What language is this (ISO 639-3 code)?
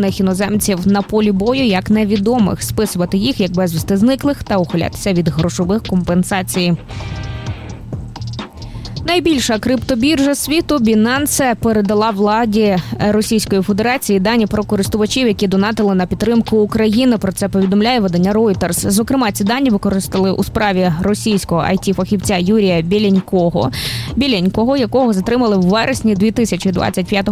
ukr